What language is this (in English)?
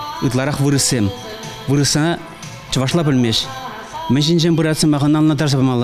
Chuvash